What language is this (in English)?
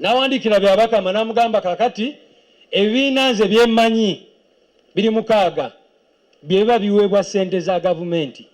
Ganda